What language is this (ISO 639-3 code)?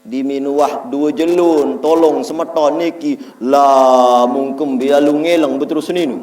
sas